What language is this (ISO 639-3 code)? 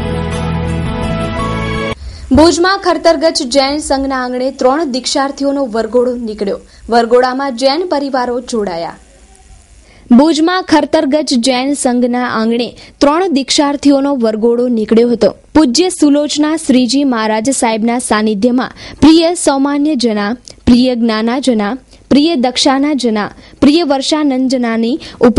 guj